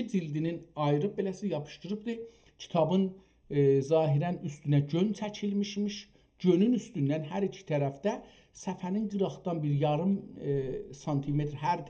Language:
South Azerbaijani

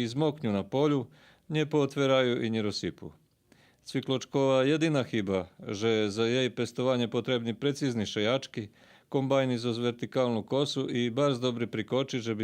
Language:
Rusyn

